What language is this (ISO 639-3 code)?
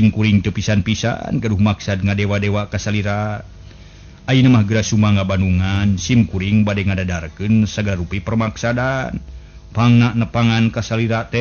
sun